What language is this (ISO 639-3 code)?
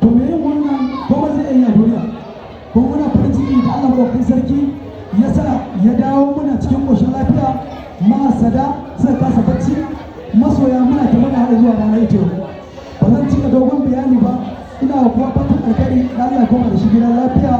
hau